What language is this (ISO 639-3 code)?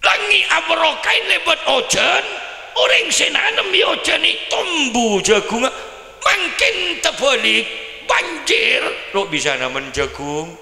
mad